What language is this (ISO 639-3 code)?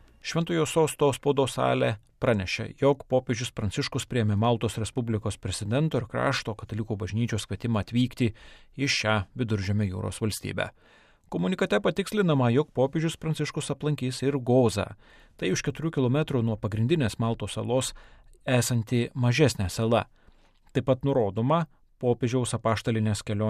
lit